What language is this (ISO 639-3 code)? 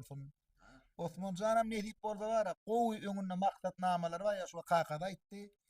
tuk